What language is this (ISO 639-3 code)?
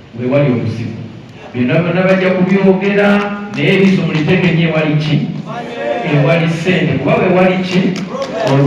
lug